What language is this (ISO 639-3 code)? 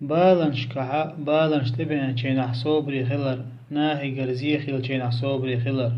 che